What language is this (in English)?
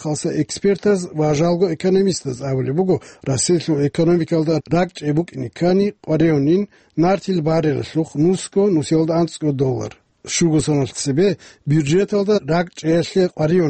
Avaric